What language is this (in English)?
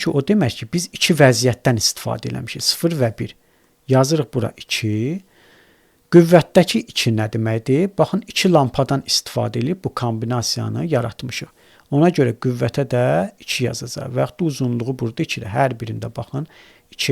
Azerbaijani